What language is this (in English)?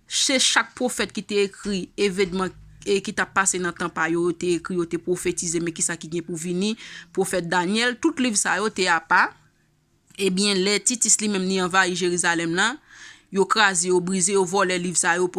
Haitian Creole